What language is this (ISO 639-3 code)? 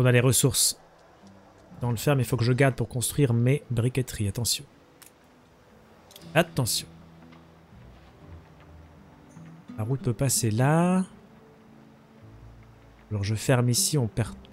fra